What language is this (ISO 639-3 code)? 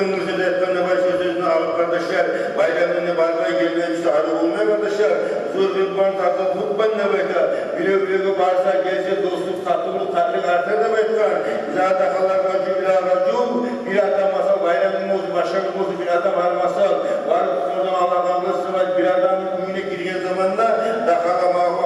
kum